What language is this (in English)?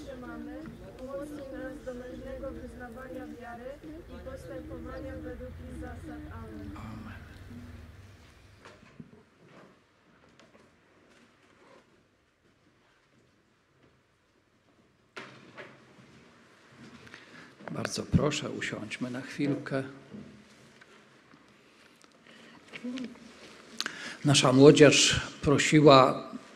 Polish